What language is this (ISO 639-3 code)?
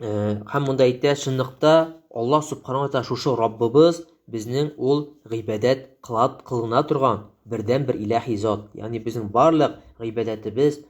tat